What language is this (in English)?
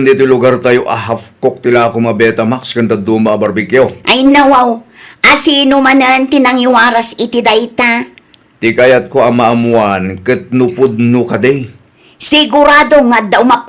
Iloko